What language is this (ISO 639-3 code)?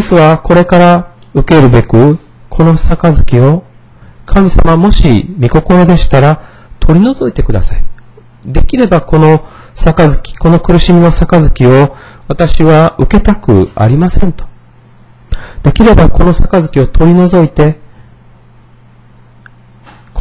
jpn